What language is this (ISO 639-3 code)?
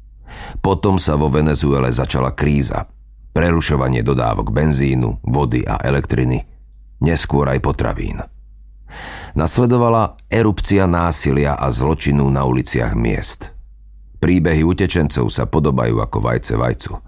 slk